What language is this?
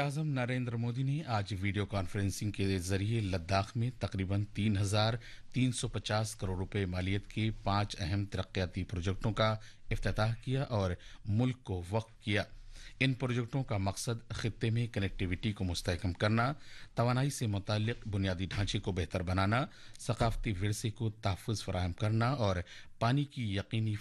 Urdu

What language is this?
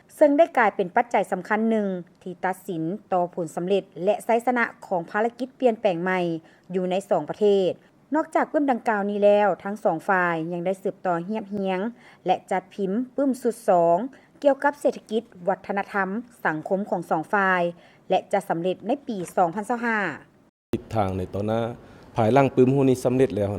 Lao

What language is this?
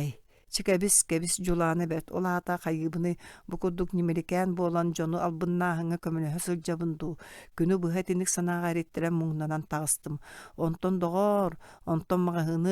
Yakut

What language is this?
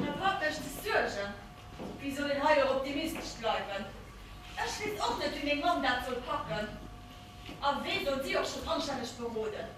Luxembourgish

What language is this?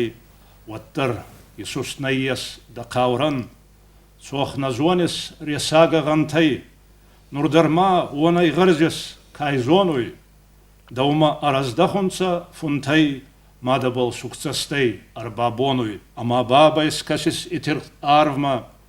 Ossetic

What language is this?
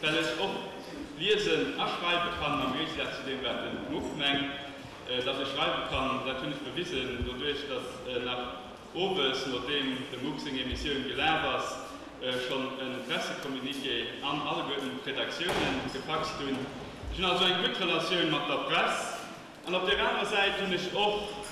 Luxembourgish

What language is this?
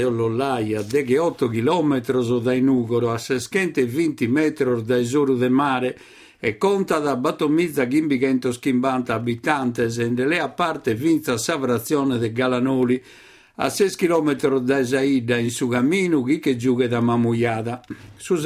Sardinian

